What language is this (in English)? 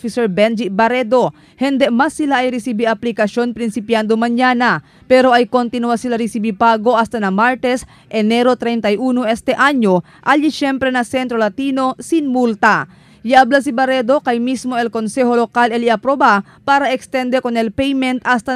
Chavacano